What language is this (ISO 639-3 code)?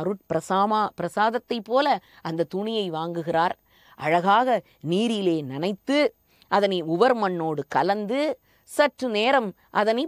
tam